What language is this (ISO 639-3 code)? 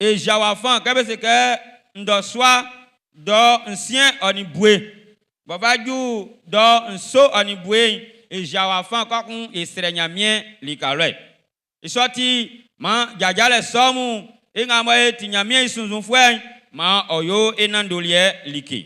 bci